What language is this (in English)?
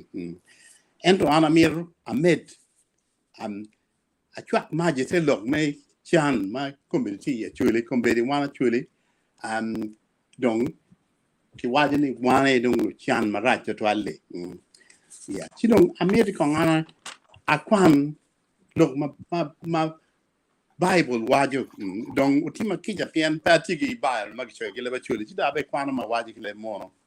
Acoli